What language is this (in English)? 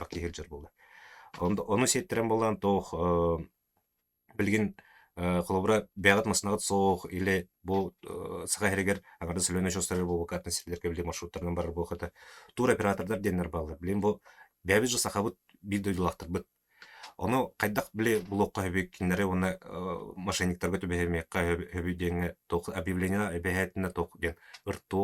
Yakut